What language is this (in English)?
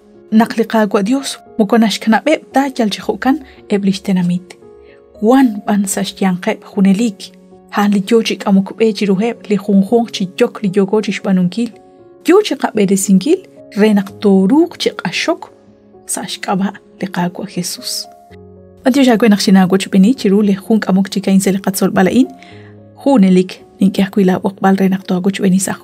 Kekchí